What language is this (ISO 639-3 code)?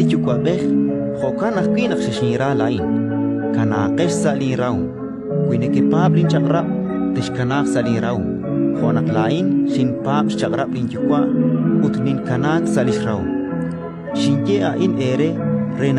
kek